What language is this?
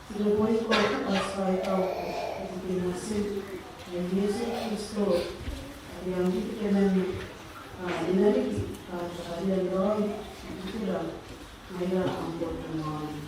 Gilbertese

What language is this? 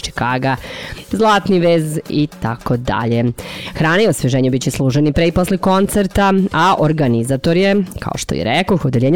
Serbian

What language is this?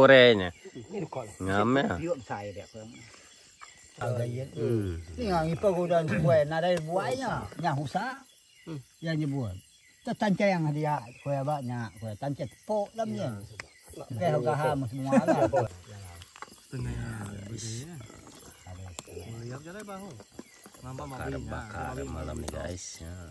Malay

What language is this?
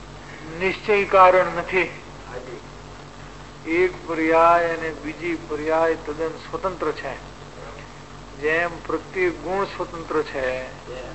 Gujarati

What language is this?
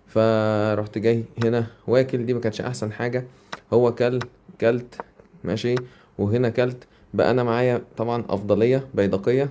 Egyptian Arabic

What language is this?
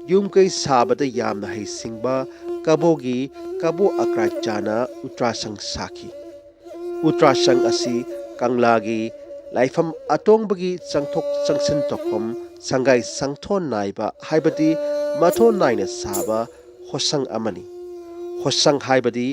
Manipuri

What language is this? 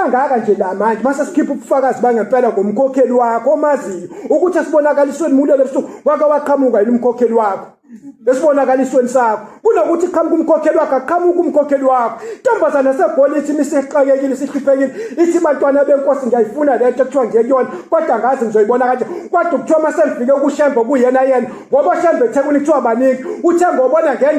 Zulu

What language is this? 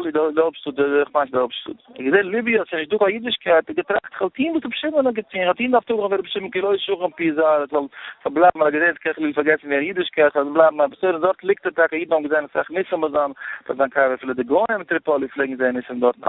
Yiddish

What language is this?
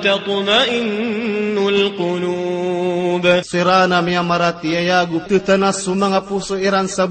Maranao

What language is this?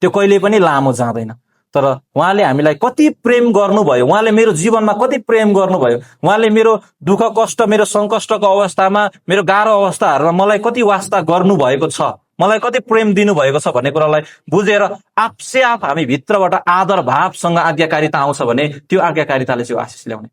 Nepali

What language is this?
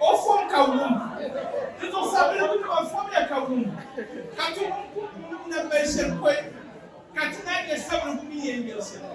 Dagbani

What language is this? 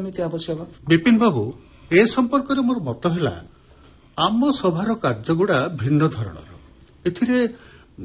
Odia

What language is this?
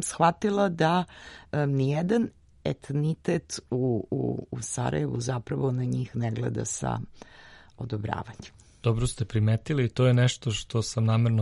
Serbian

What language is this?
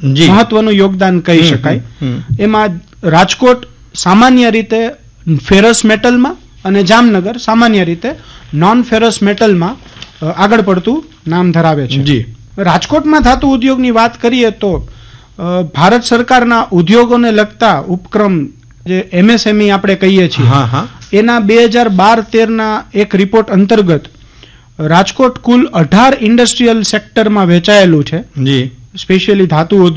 Gujarati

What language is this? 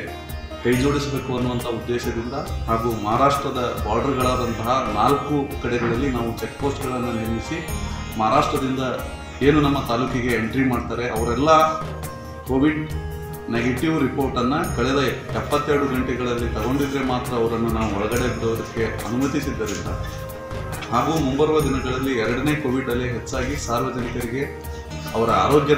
Kannada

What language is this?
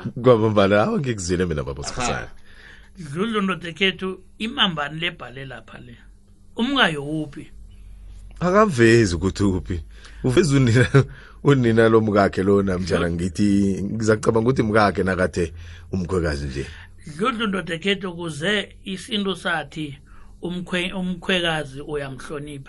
South Ndebele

